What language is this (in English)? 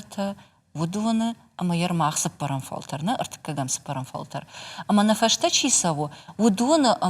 Ossetic